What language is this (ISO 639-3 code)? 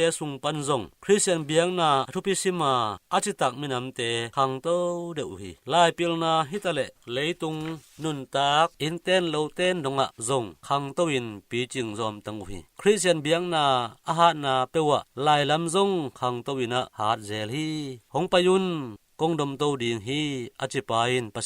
ctd